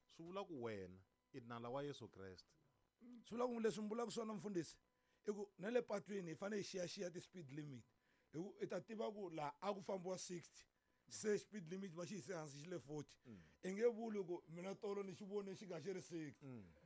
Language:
Tsonga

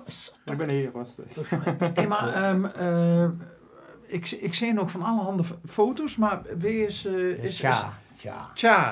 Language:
Limburgish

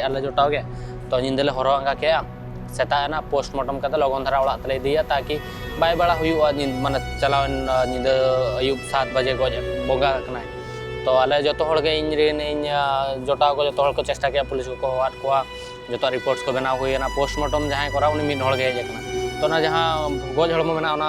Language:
Santali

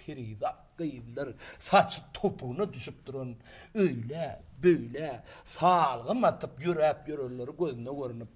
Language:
Turkmen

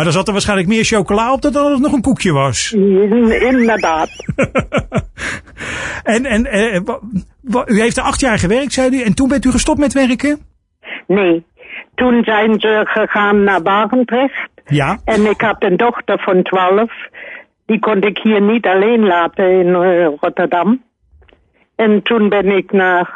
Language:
Dutch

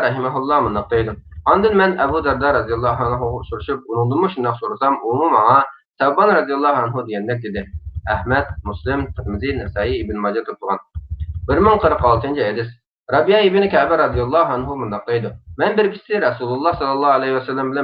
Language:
Uyghur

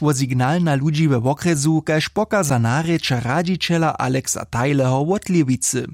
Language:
Upper Sorbian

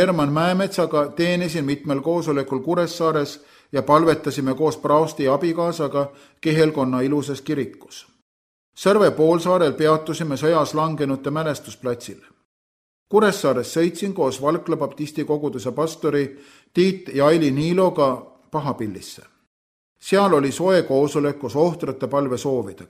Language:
Estonian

